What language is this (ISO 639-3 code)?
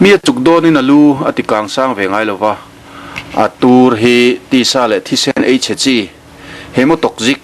lus